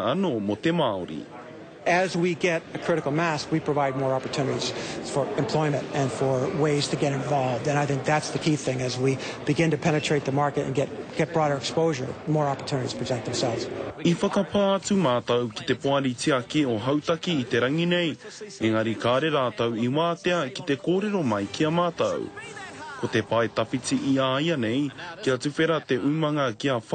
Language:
Māori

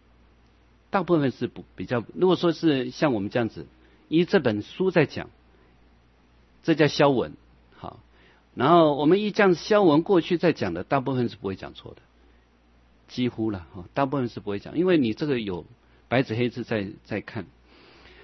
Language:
Chinese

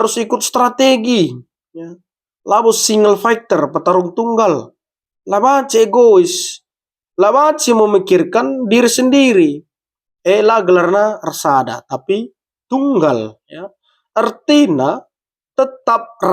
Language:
Batak Karo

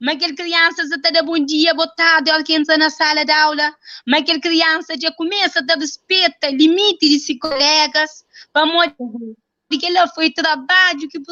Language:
Kabuverdianu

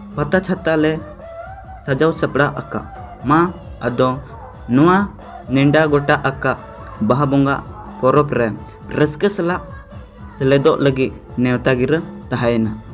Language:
Santali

